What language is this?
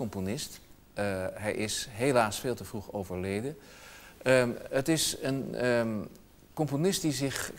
Dutch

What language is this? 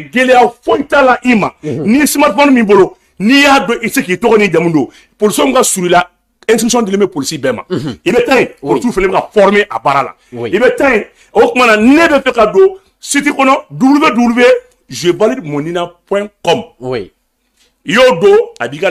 Bambara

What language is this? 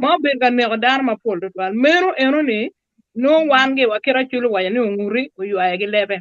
Acoli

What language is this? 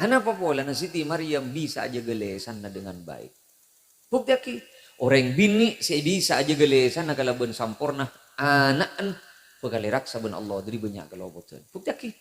Madurese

